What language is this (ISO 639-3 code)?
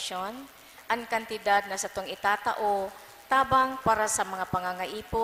bik